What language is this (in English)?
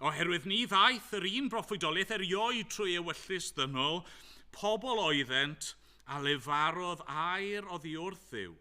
Welsh